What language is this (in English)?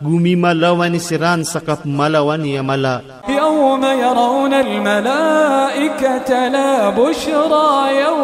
Maranao